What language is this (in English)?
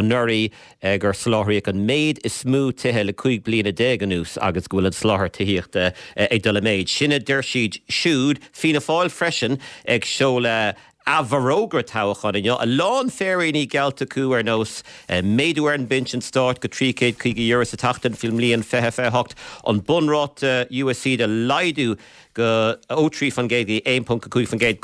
Irish